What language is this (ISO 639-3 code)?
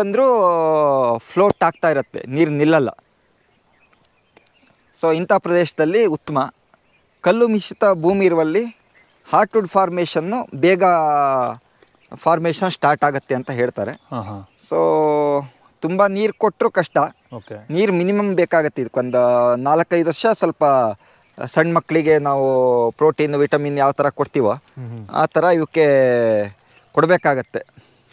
kan